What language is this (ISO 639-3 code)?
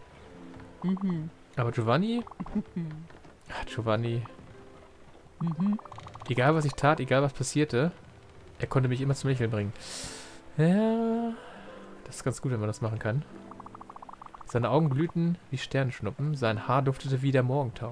deu